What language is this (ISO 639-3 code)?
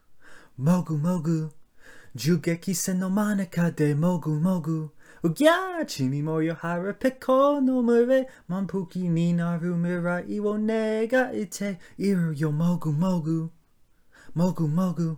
jpn